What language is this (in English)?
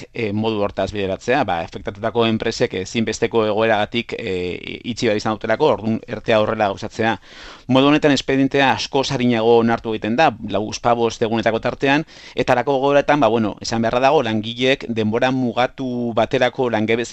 Basque